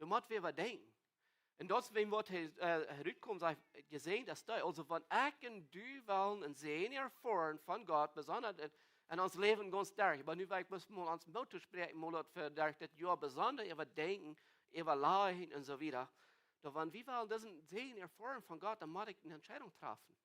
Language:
Plautdietsch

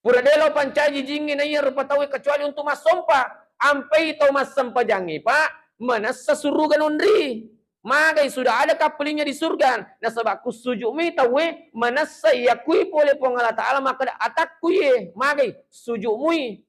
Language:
Buginese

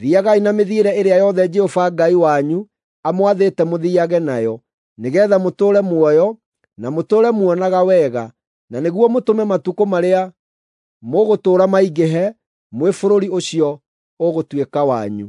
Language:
Kikuyu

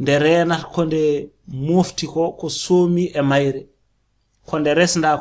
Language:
Fula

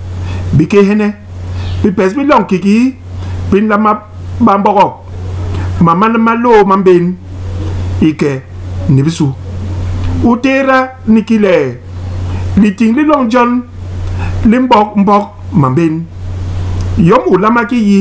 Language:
Basaa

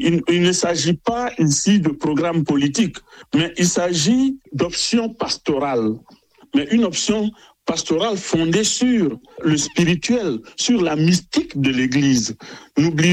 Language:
French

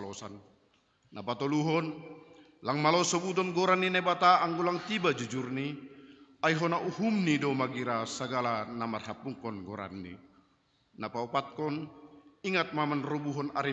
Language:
Batak Simalungun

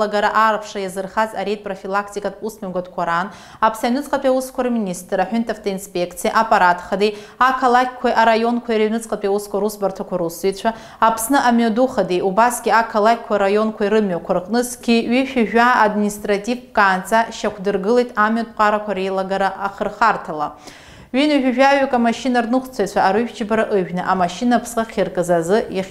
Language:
Abkhazian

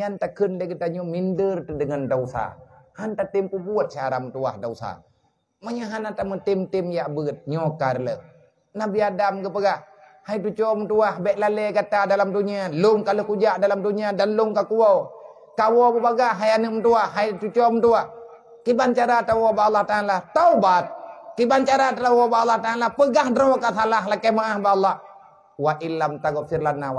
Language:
Achinese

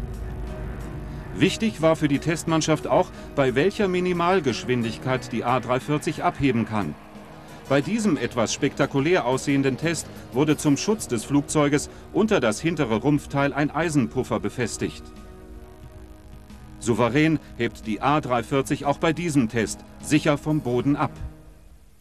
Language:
German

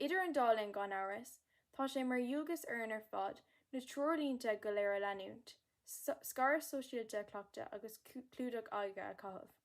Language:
Irish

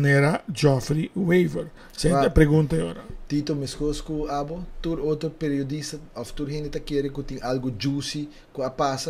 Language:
Papiamento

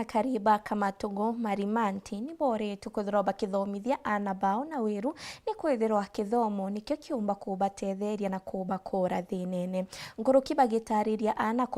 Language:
Meru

